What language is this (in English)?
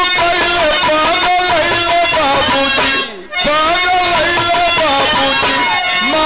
Bhojpuri